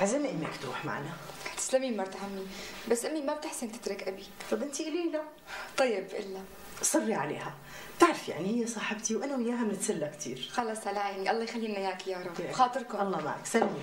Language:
North Levantine Arabic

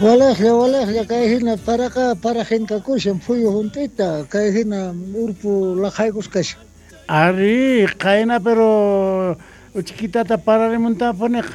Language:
Quechua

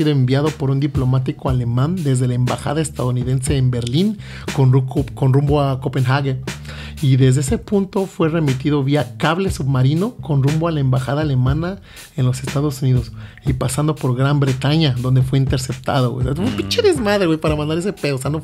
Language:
Spanish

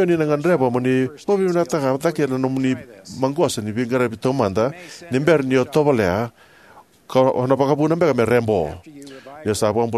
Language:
Fijian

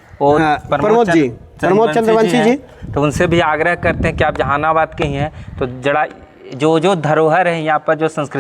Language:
Magahi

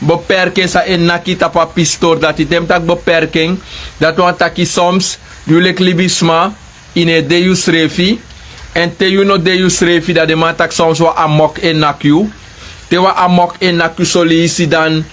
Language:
Sranan Tongo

